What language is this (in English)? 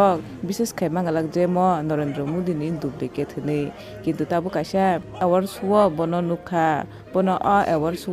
Kok Borok